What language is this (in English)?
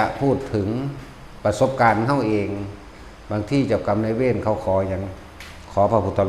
Northeastern Thai